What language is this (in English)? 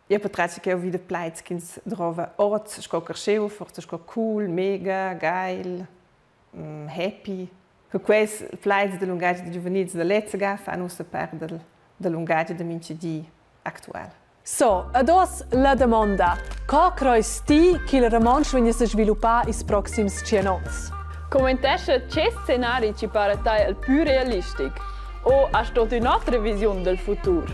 Romansh